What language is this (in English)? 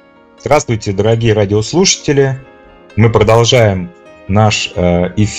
Russian